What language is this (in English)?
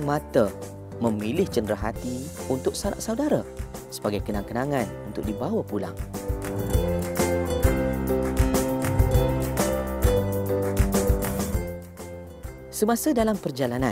Malay